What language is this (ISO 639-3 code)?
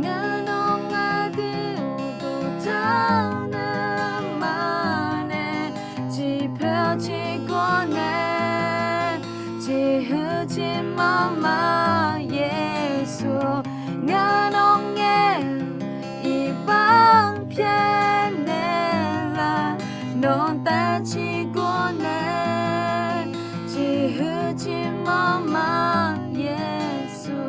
ahk